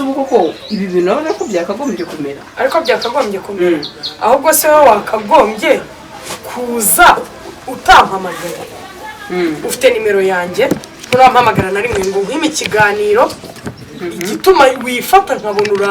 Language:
Kinyarwanda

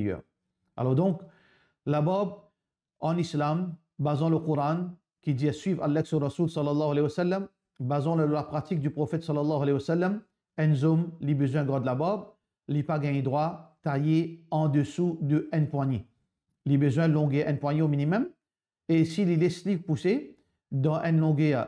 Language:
Morisyen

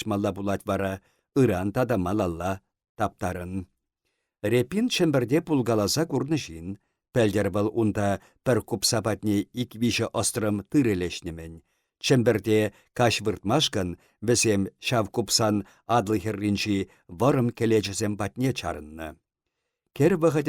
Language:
Chuvash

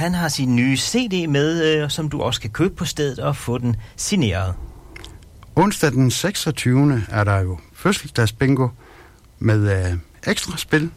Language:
Danish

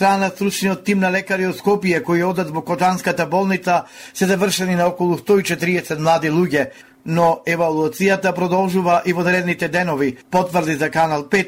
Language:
Macedonian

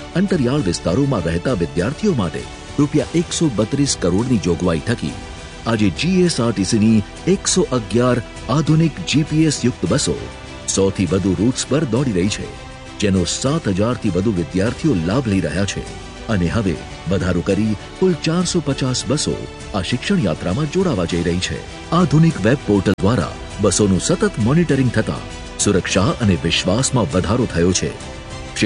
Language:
Gujarati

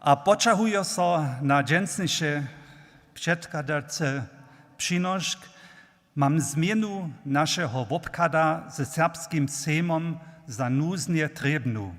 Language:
Upper Sorbian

